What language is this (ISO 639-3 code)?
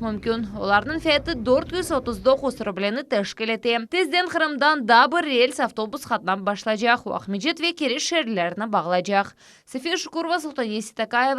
crh